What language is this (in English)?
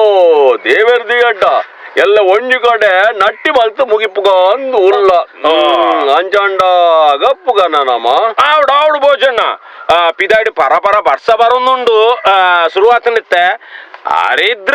Tulu